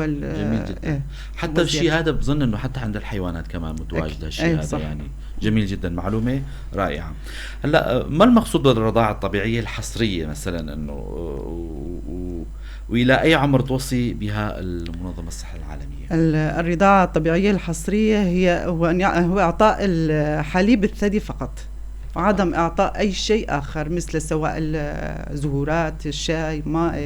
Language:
North Levantine Arabic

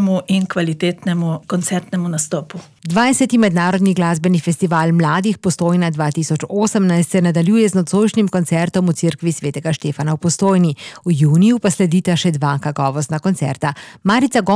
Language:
Slovenian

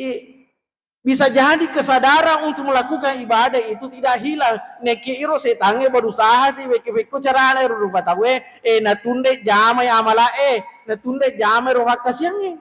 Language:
Buginese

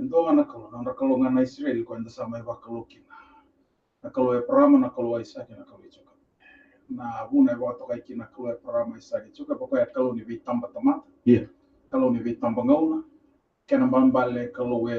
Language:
Fijian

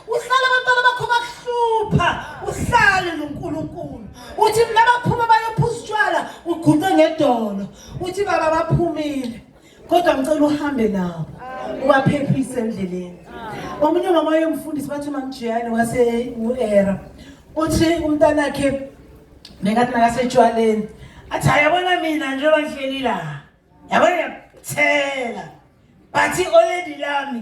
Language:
Zulu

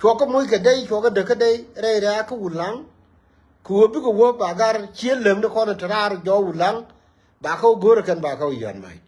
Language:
Nuer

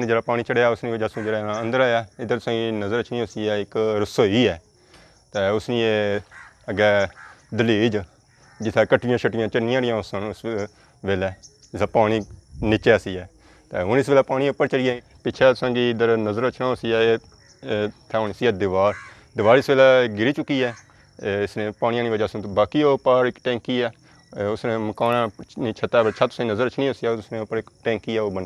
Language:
Pahari-Potwari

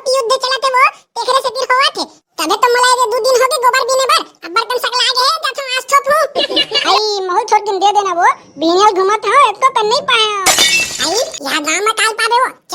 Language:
Chhattisgarhi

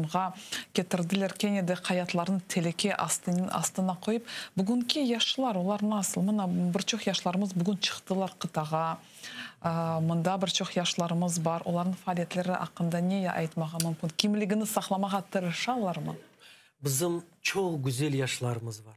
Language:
Crimean Tatar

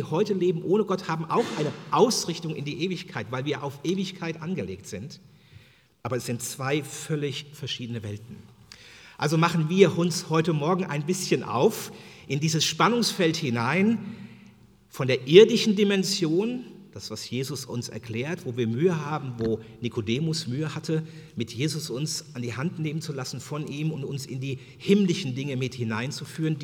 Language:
German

